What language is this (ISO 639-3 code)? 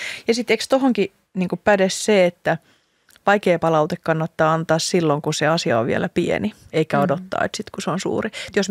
fin